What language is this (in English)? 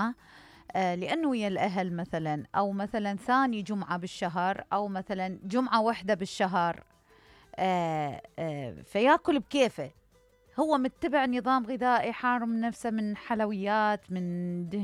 Mesopotamian Arabic